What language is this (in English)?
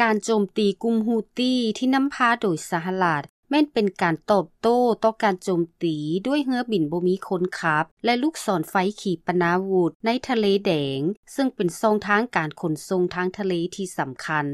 Lao